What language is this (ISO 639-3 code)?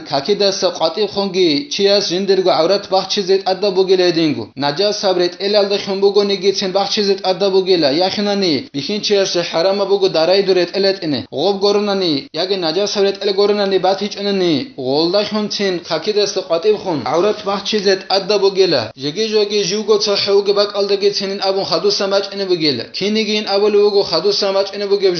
ava